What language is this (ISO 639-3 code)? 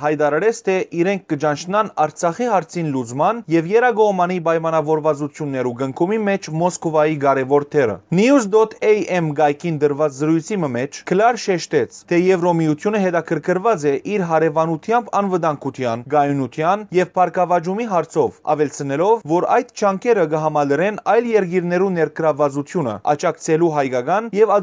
hyw